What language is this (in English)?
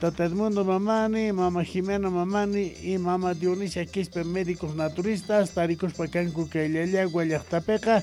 South Bolivian Quechua